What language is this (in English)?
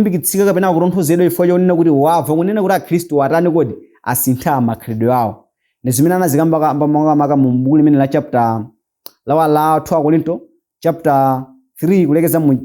Nyanja